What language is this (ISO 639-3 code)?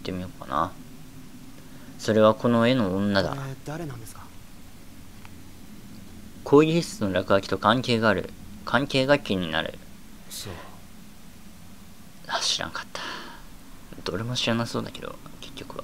jpn